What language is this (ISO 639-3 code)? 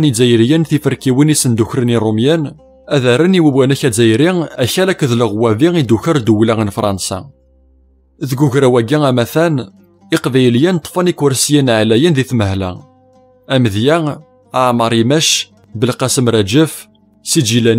kab